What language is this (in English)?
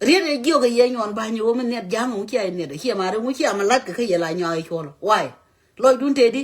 Nuer